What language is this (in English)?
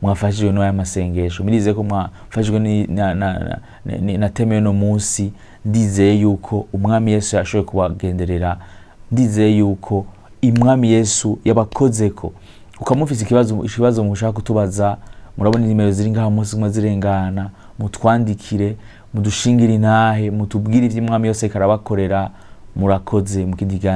Rundi